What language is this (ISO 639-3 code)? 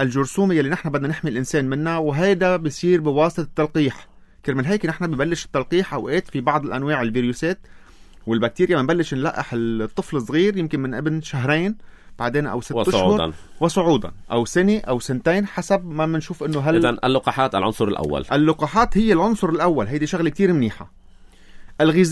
apc